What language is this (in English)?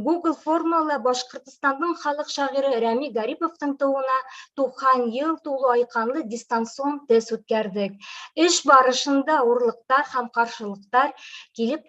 Bashkir